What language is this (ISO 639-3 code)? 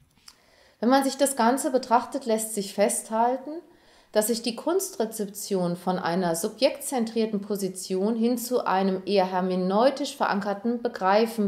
deu